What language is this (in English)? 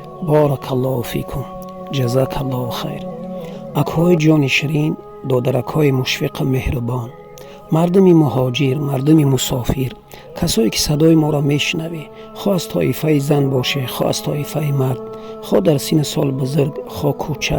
Tajik